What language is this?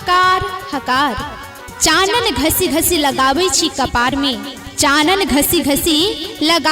Maithili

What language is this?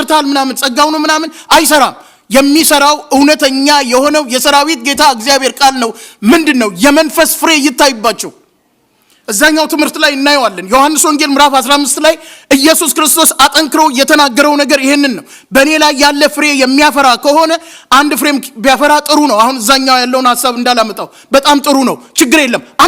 Amharic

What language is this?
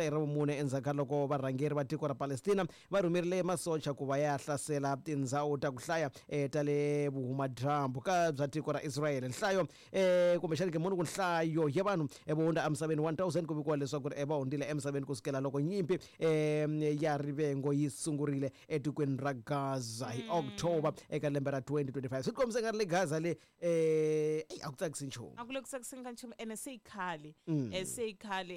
Tsonga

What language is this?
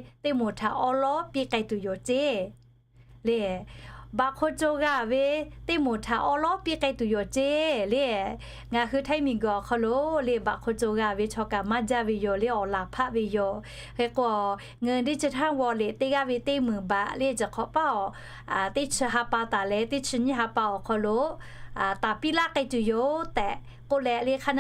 Lahu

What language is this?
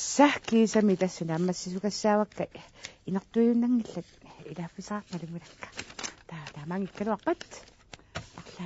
Kalaallisut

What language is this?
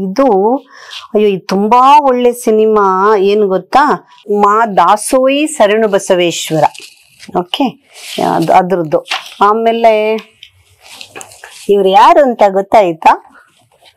Kannada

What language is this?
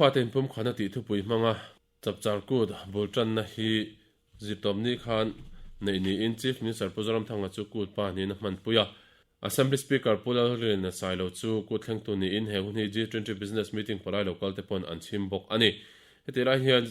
Mizo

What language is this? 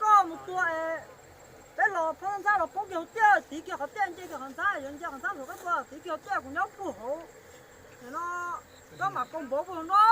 Hmong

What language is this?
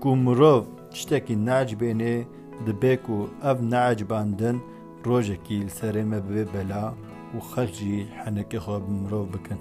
Kurdish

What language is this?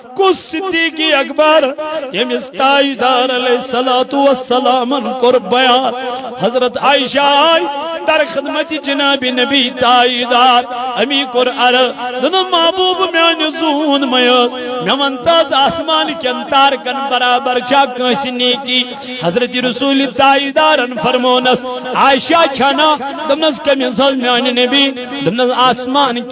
Kashmiri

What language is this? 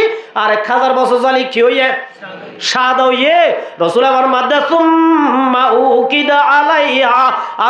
Rohingya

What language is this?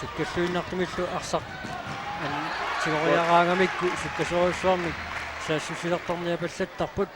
Kalaallisut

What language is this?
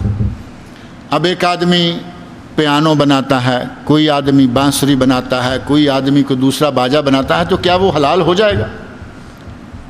Urdu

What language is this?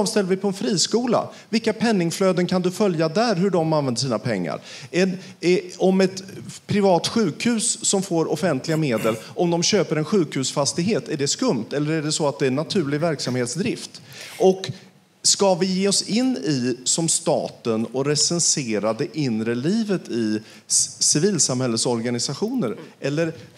Swedish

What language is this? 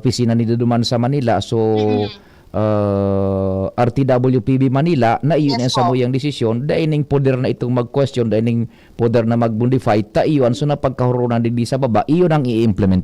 Bikol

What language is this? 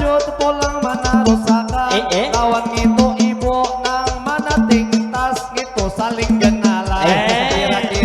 Banjar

